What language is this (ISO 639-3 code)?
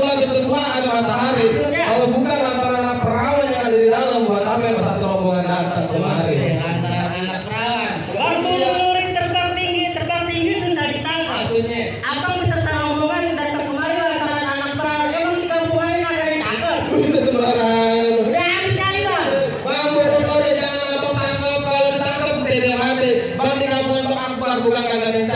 bew